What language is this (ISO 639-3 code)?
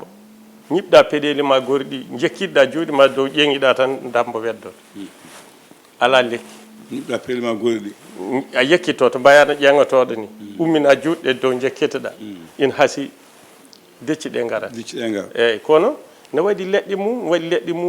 ful